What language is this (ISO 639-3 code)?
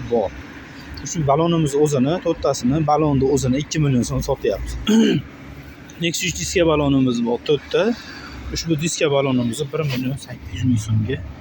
uzb